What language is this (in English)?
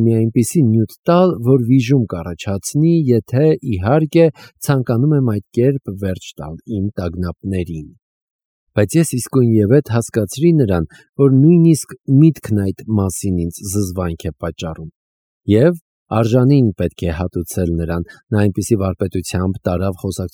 Armenian